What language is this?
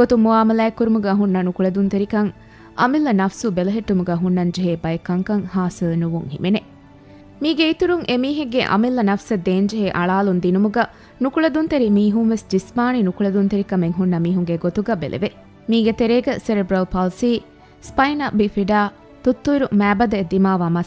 Divehi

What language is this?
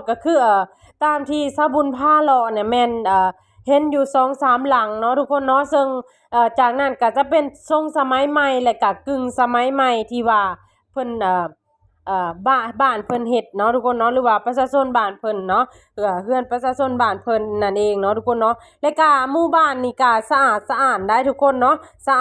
Lao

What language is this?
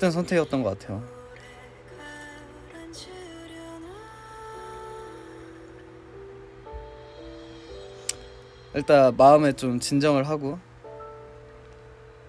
Korean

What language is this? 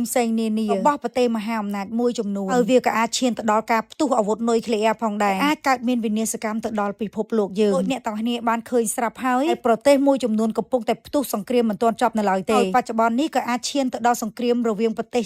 Khmer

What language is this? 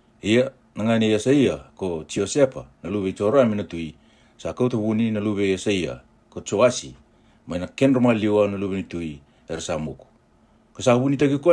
Fijian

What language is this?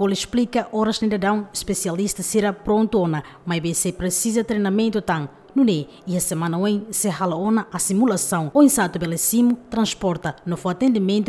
Tetum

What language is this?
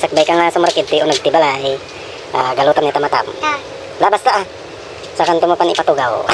Iloko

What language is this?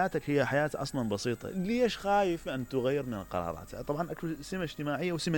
Mesopotamian Arabic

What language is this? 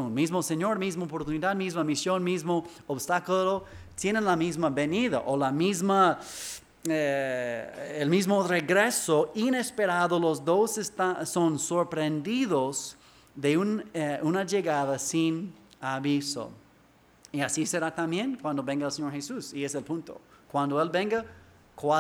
Spanish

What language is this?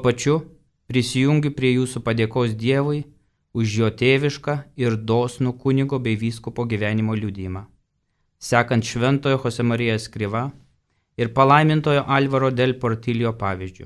Lithuanian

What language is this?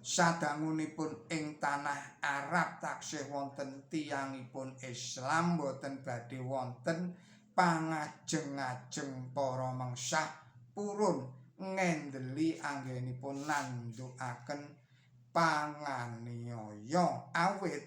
Javanese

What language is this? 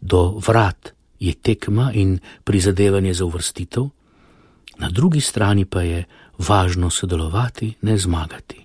Slovenian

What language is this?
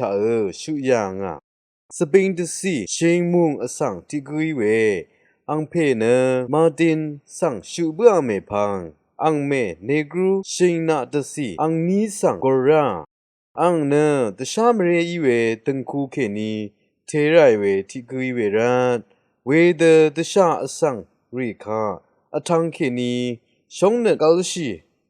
Rawang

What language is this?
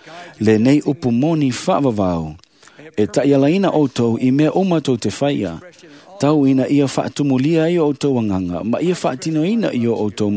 Samoan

